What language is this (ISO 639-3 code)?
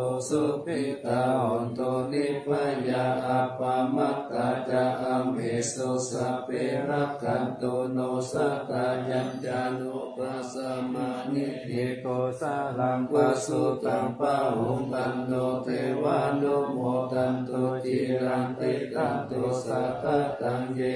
pli